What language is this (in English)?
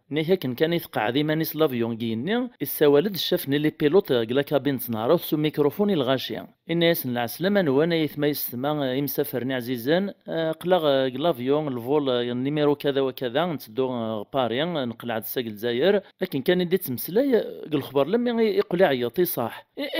Kabyle